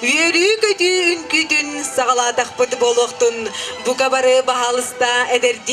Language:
Yakut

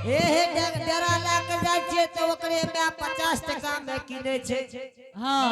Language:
Angika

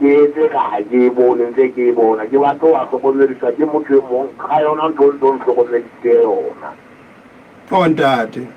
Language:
Southern Sotho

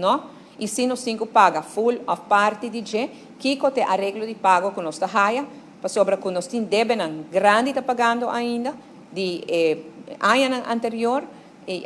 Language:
Papiamento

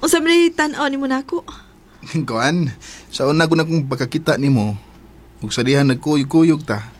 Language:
Cebuano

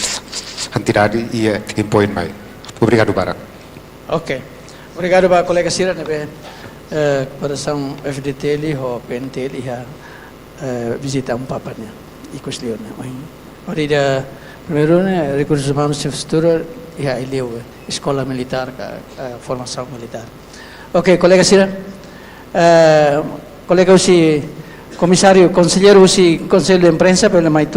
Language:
Tetum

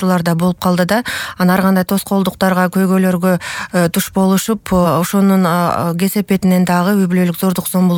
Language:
Kyrgyz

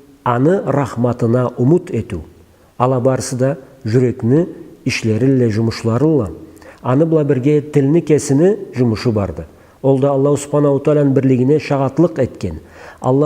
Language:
Karachay-Balkar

